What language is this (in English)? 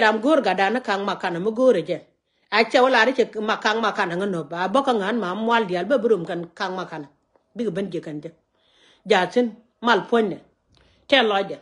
Nuer